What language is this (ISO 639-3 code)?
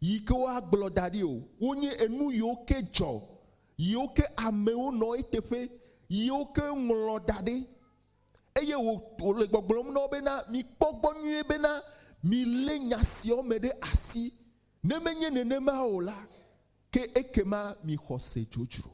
ewe